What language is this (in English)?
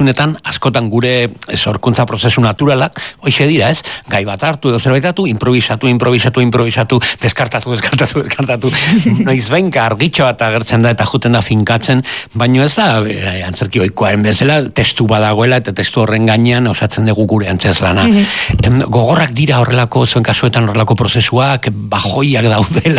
Basque